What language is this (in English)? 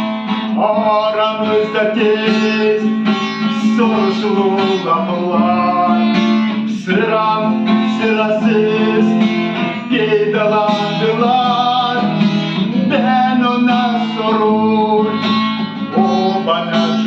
Gagauz